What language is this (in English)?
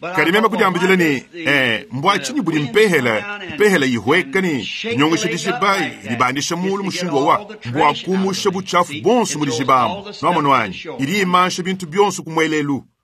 Luba-Lulua